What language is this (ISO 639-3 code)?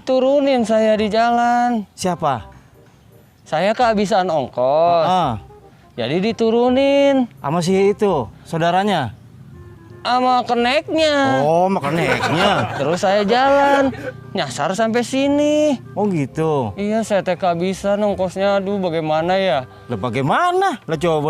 bew